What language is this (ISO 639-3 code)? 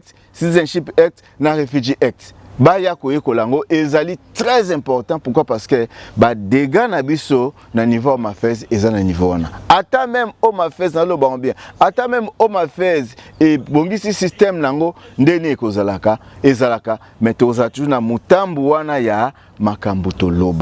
lin